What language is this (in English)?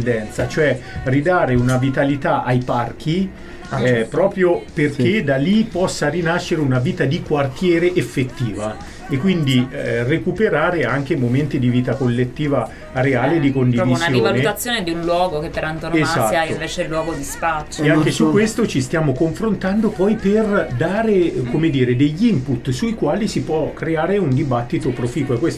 Italian